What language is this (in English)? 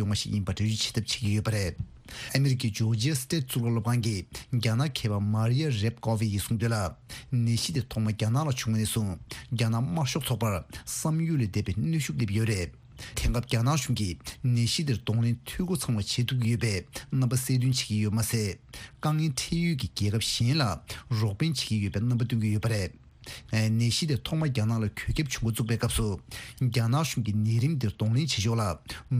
Tibetan